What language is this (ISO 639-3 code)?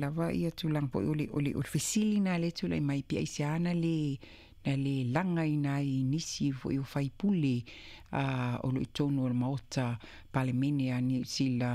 smo